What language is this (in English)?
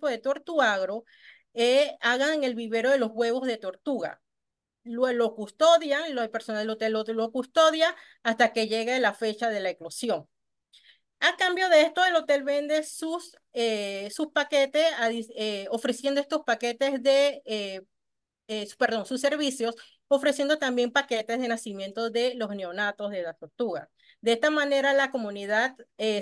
Spanish